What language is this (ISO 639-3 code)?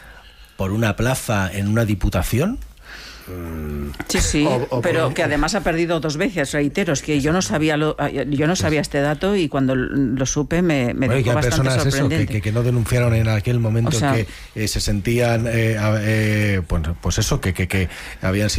spa